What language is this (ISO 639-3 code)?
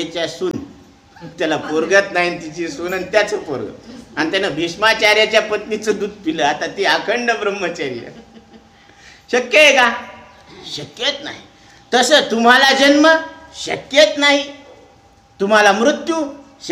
mar